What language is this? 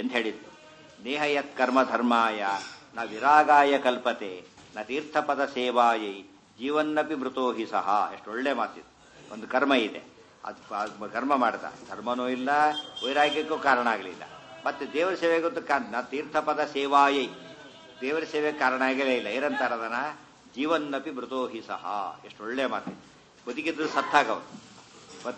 Kannada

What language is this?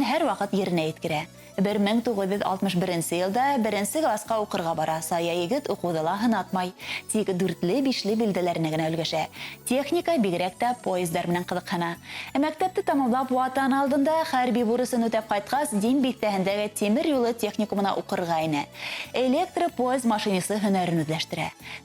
Bashkir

